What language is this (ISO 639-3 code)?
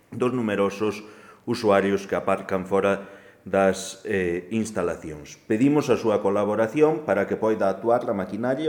glg